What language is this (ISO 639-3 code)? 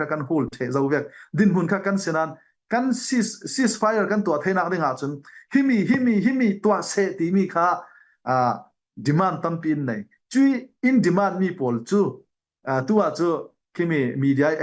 cfm